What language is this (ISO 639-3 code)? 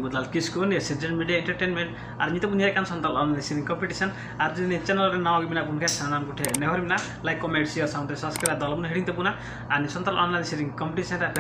sat